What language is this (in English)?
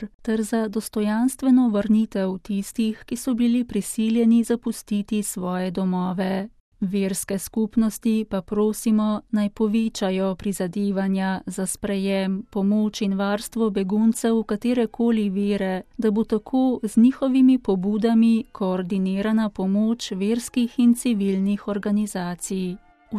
Slovenian